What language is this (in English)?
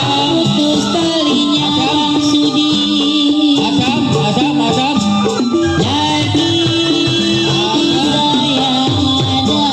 Betawi